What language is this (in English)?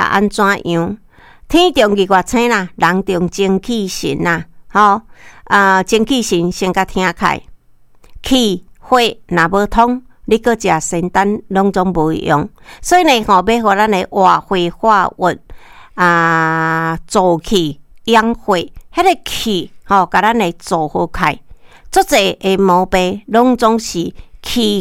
Min Nan Chinese